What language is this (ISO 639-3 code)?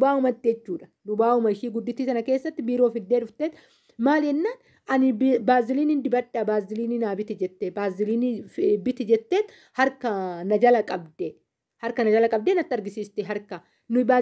orm